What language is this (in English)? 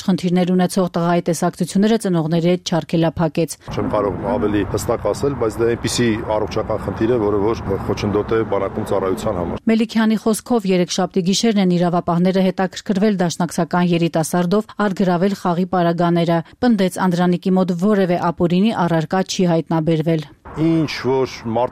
Armenian